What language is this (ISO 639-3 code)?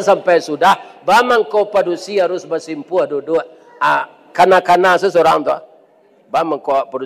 min